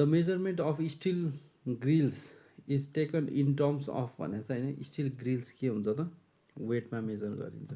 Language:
Nepali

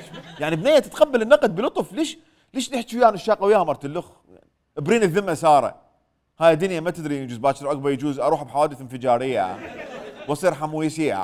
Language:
Mesopotamian Arabic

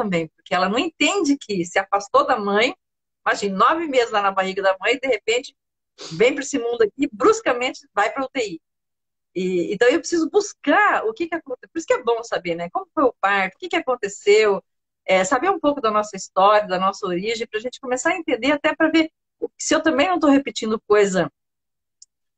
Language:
Portuguese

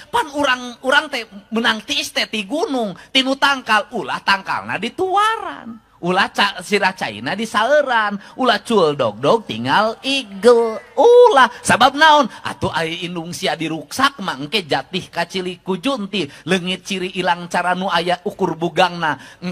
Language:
Sundanese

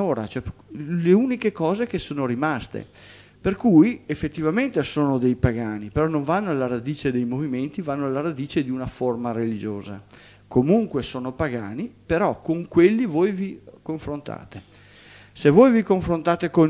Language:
Italian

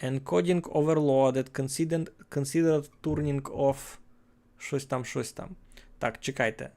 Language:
Rusyn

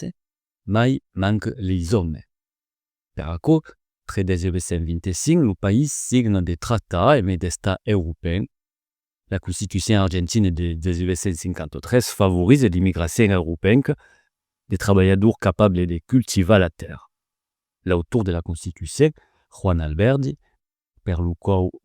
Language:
Occitan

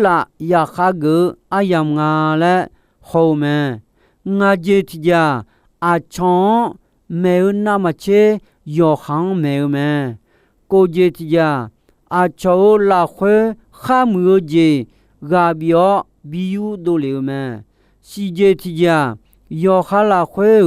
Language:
Akha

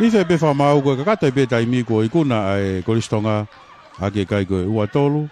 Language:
Tongan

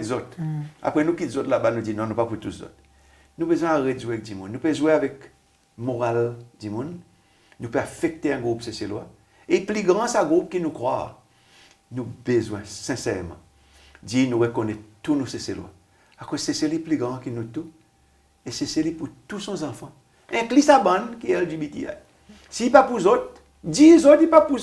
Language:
Seselwa Creole French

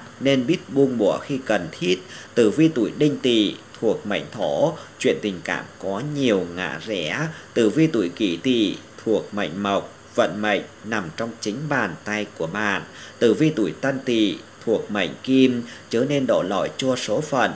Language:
Vietnamese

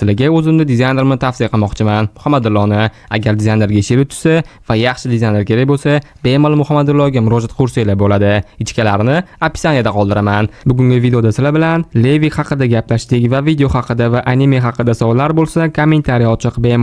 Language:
Uzbek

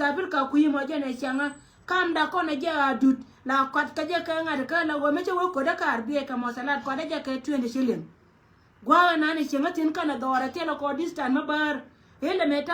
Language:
Nuer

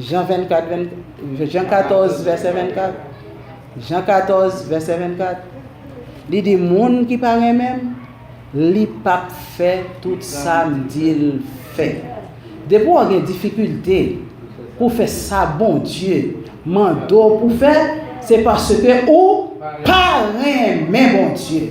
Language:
Haitian Creole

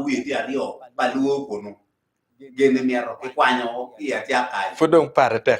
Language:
Acoli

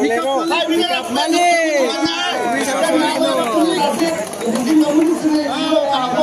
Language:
Garo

